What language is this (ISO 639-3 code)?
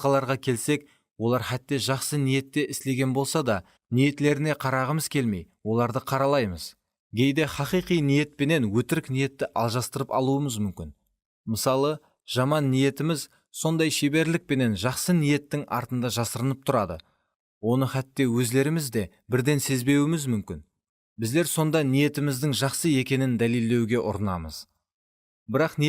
kaa